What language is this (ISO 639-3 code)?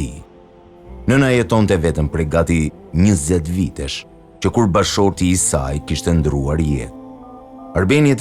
sqi